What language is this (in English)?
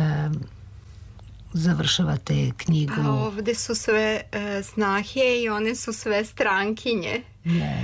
Serbian